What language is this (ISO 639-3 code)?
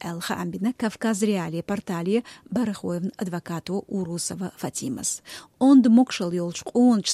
che